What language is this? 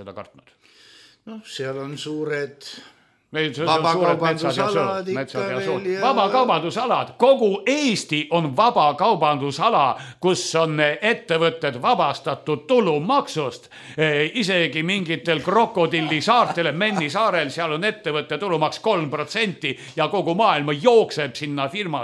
Estonian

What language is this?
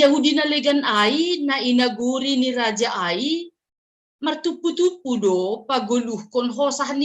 Batak Simalungun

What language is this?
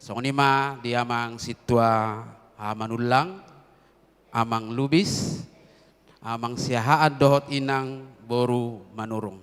Batak Toba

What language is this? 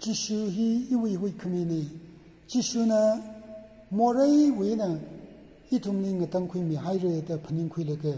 Tangkhul Naga (India)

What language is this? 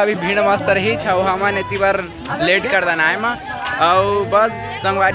Chhattisgarhi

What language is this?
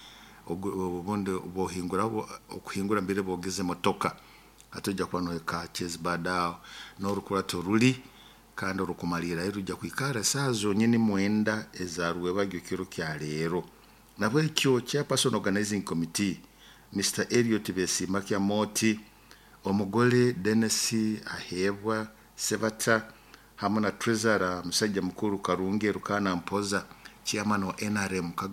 Nyoro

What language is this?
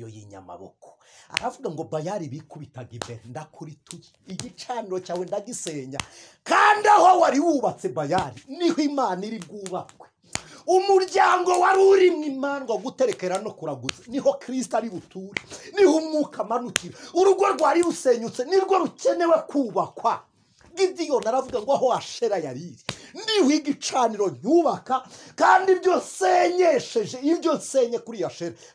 Kinyarwanda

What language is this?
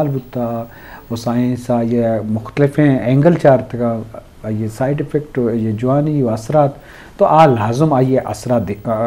Eastern Balochi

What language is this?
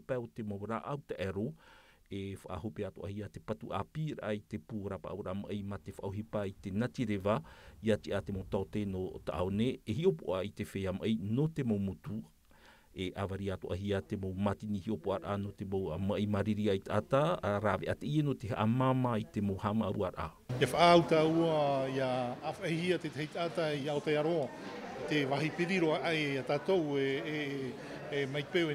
Tahitian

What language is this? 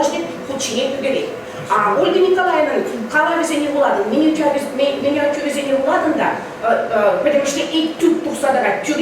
Chuvash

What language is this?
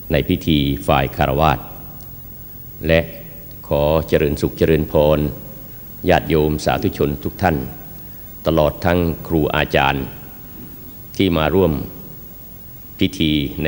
Thai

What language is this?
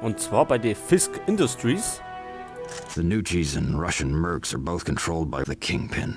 Bavarian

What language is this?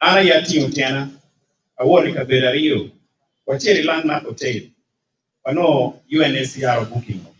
Acoli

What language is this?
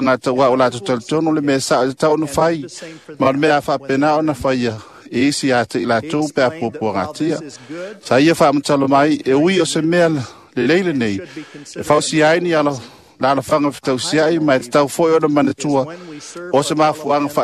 Samoan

